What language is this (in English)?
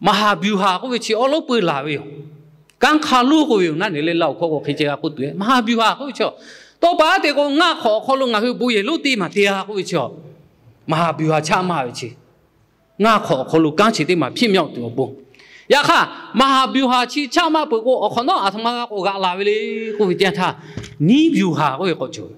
Lahu